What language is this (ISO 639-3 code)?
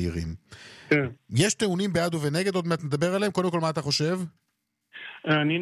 heb